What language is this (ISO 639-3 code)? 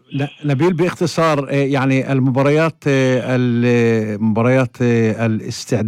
apc